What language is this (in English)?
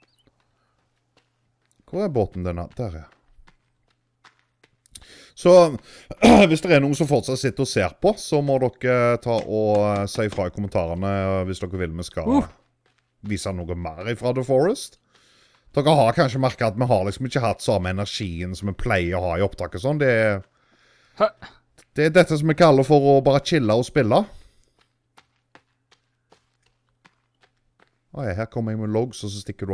Norwegian